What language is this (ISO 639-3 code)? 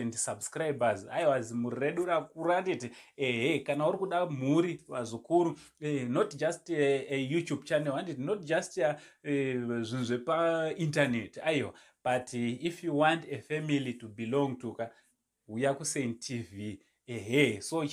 sna